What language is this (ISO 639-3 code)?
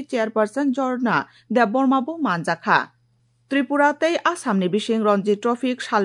trp